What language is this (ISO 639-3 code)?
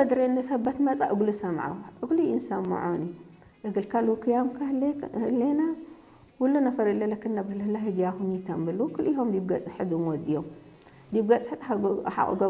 tig